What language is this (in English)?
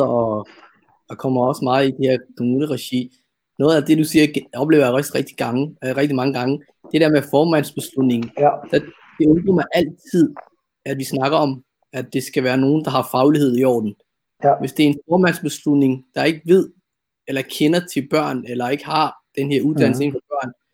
Danish